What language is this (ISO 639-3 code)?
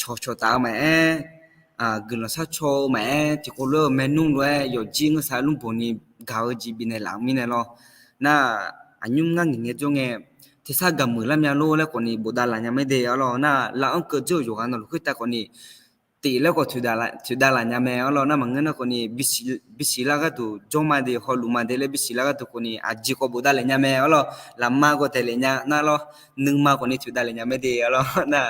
ahk